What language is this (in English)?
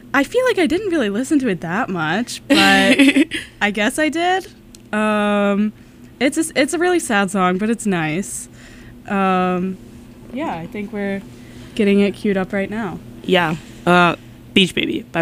English